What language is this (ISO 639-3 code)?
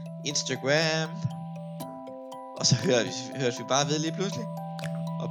dan